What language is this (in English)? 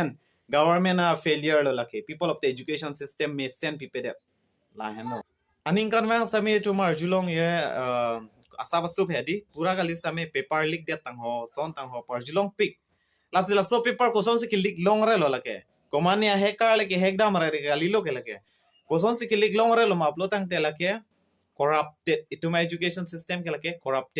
Karbi